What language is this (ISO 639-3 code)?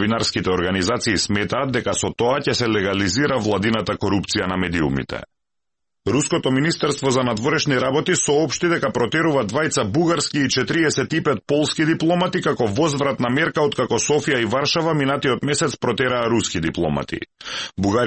mkd